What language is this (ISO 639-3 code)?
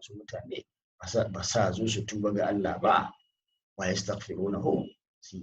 hau